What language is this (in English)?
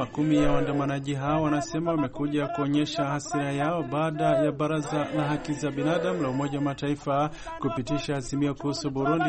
Swahili